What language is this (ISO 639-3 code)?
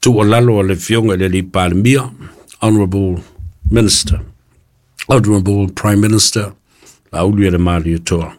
smo